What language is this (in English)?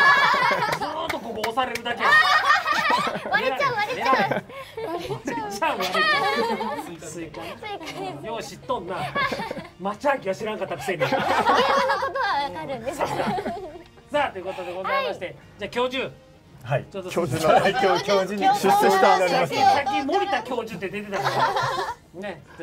Japanese